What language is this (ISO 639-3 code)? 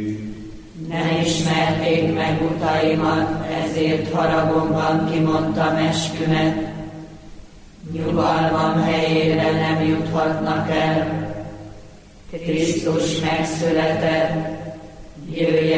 hun